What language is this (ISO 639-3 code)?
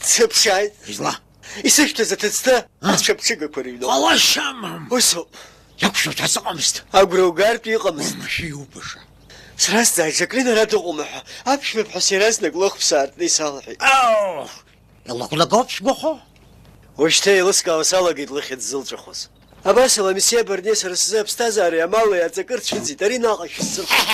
abk